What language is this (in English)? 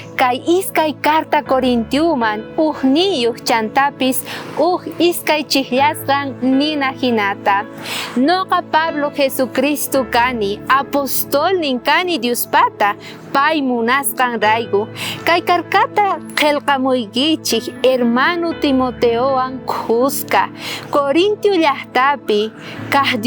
South Bolivian Quechua